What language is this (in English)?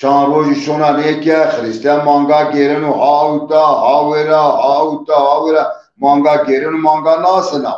Zaza